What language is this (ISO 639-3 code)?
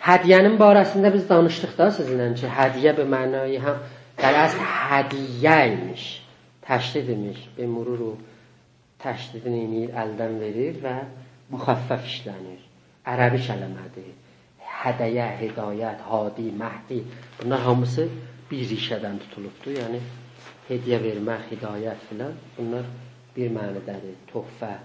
azb